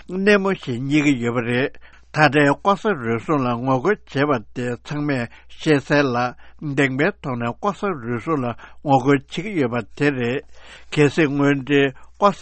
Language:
Tibetan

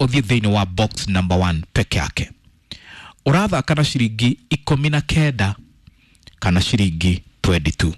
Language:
Kikuyu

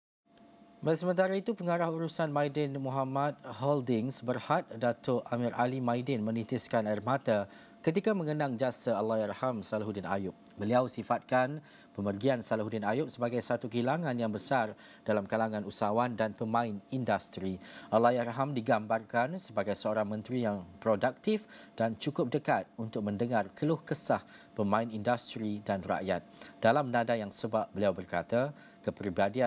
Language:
Malay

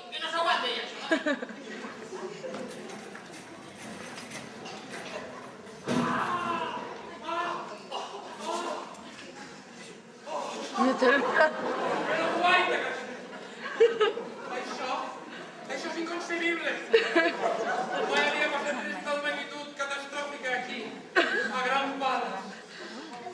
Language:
Catalan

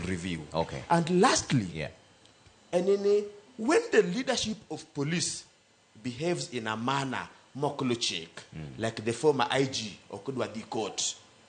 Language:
Luo (Kenya and Tanzania)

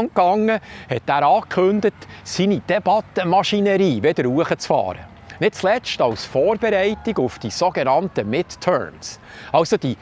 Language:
Swiss German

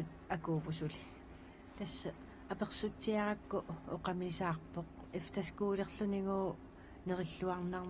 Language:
Kalaallisut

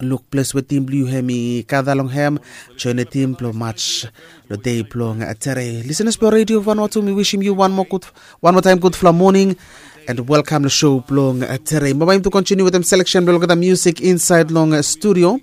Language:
Bislama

